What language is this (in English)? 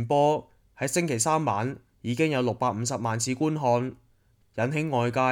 Cantonese